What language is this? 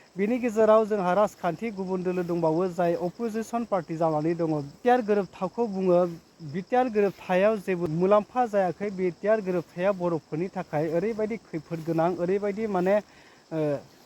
Bodo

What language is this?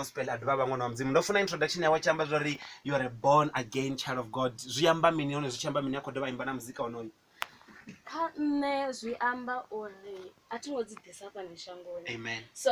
Venda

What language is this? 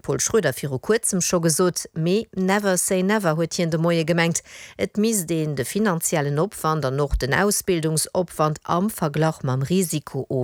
Luxembourgish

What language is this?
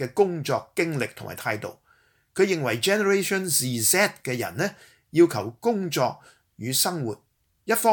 Cantonese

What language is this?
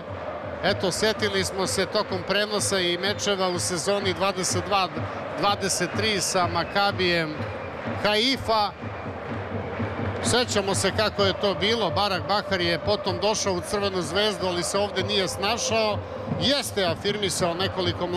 Serbian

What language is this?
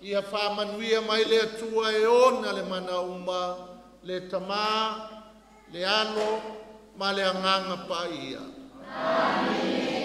Samoan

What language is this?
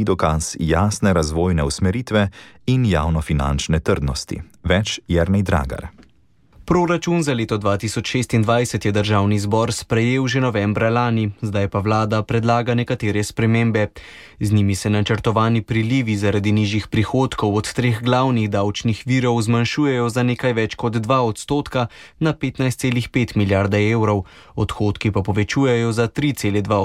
Slovenian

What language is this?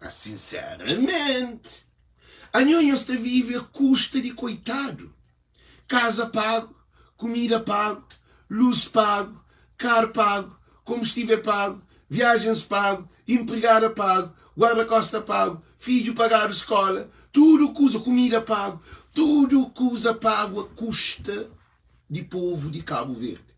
Kabuverdianu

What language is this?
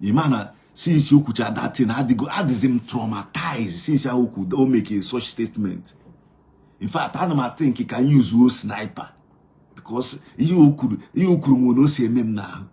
Igbo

